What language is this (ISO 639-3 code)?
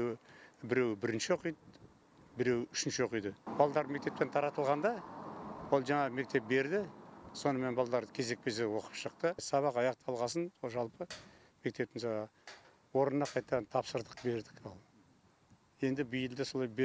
kaz